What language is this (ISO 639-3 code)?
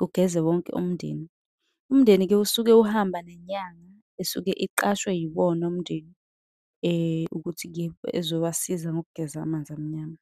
zul